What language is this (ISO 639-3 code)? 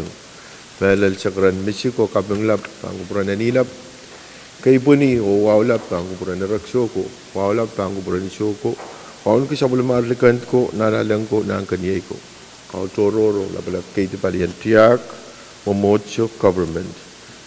pon